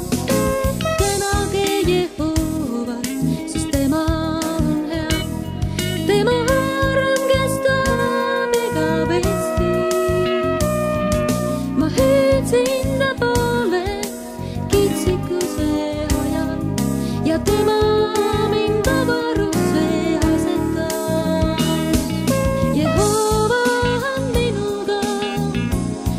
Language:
Estonian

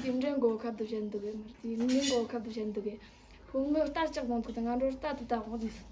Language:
Amdo Tibetan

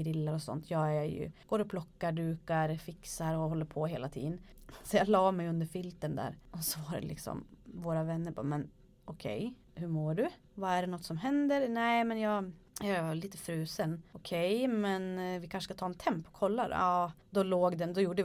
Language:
Swedish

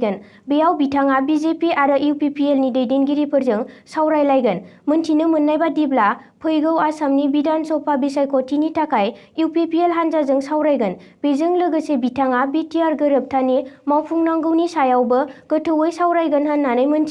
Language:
Bodo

